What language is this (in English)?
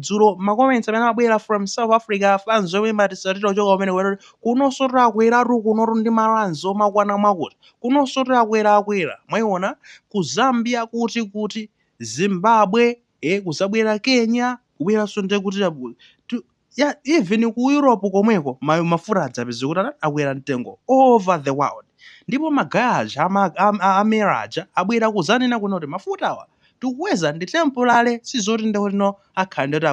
Nyanja